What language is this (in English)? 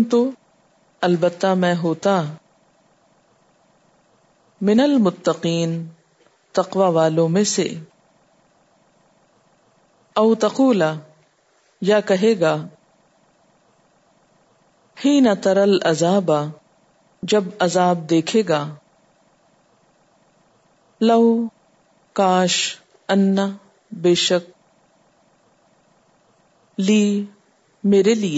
Urdu